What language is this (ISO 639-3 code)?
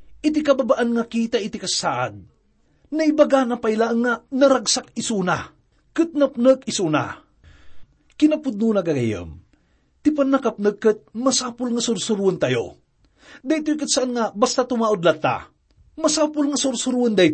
ilo